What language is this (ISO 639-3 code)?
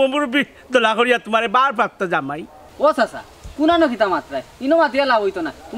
syl